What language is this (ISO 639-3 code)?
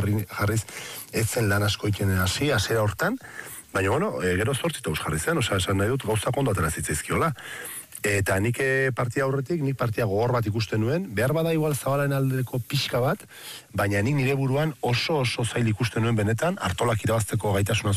eus